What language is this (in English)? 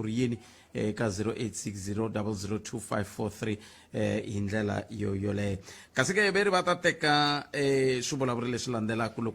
Tsonga